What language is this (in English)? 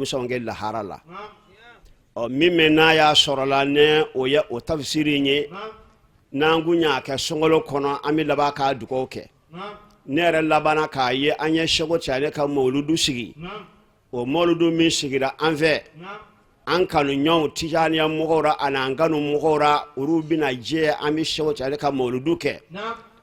Bambara